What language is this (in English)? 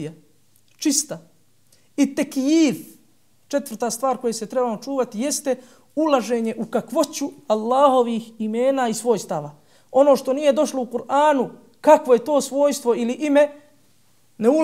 Bosnian